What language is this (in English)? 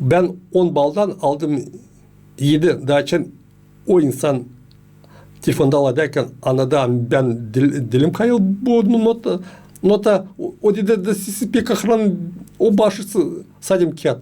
Gagauz